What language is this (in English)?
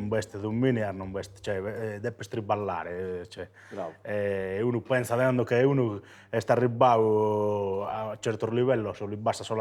Sardinian